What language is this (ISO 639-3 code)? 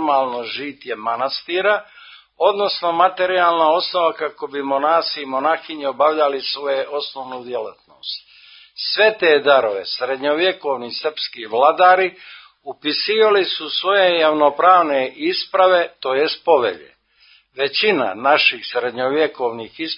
srp